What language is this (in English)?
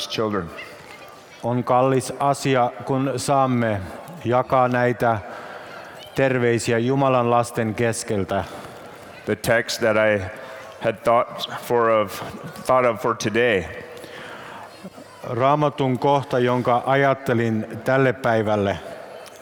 Finnish